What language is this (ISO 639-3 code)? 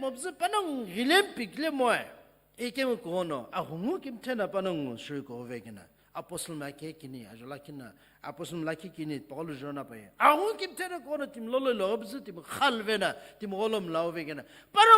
nsm